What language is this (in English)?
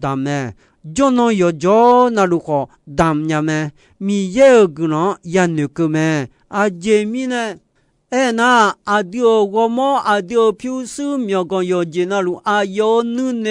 Akha